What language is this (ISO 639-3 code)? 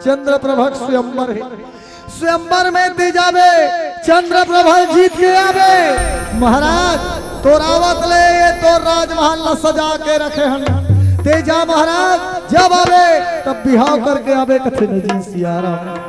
hne